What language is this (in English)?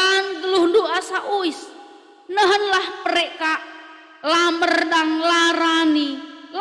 Batak Karo